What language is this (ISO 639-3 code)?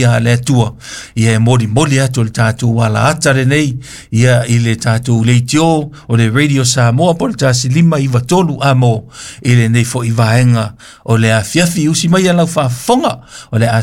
smo